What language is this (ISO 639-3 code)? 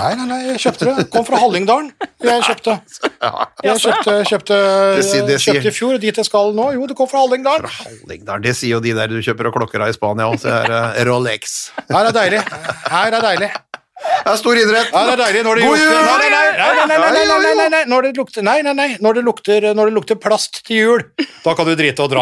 nor